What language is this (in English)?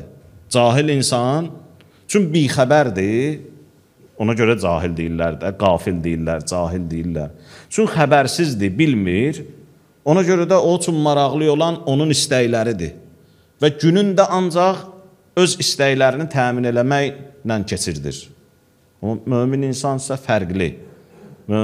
Azerbaijani